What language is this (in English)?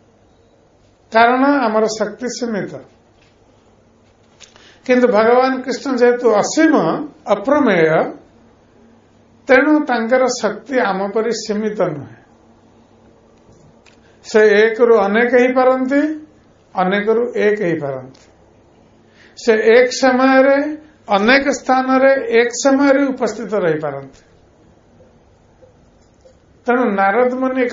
Odia